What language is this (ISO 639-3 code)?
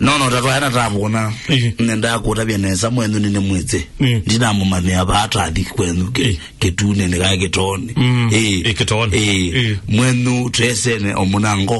kam